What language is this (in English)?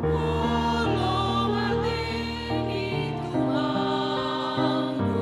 Batak Simalungun